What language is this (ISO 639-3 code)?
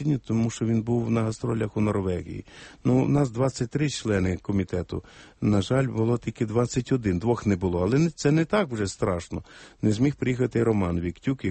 ukr